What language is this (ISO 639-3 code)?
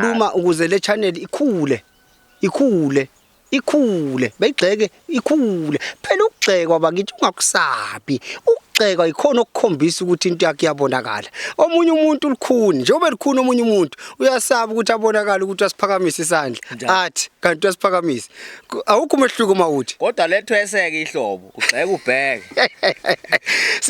zul